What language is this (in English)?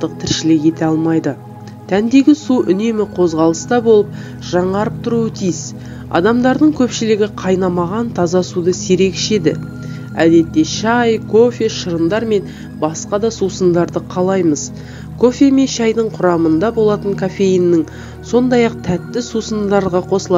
Kazakh